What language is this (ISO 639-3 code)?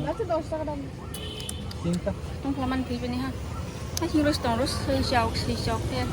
trp